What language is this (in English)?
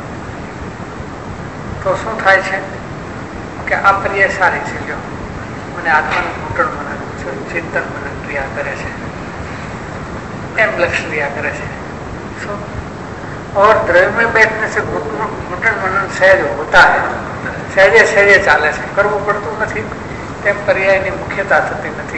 Gujarati